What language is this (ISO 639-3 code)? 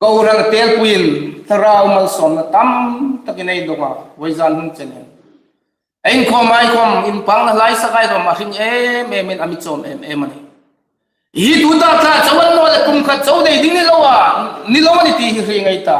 hmr